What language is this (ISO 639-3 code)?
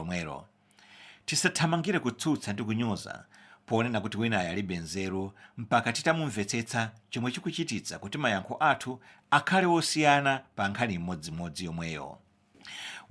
nya